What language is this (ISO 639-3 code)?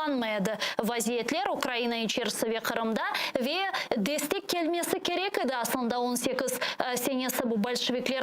crh